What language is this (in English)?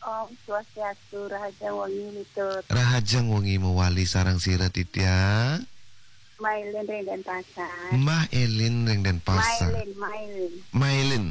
Balinese